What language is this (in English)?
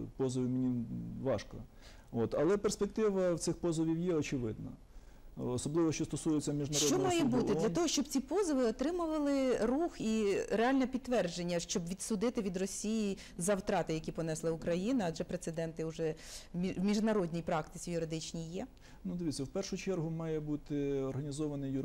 Ukrainian